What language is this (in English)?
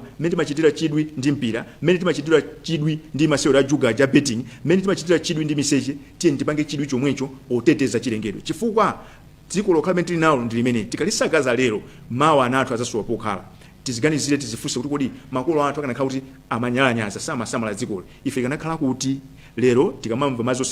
Nyanja